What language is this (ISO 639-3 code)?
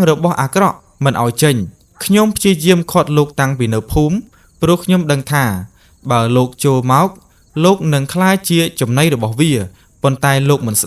khm